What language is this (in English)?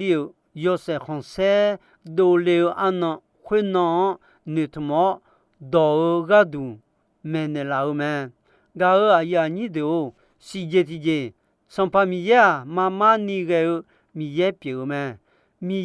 Akha